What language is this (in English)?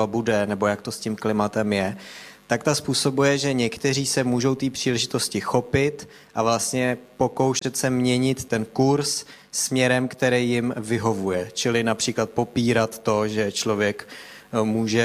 Czech